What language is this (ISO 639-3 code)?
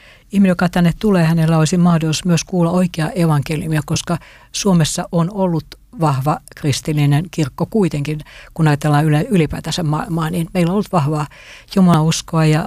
fin